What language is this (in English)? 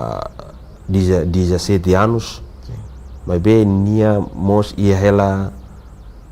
Tetum